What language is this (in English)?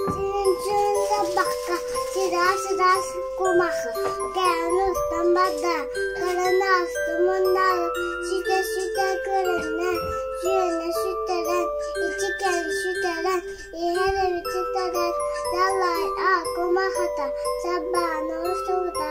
Yakut